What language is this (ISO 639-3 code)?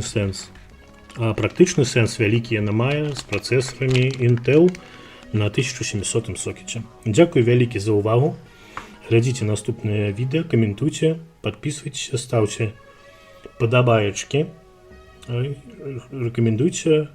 bel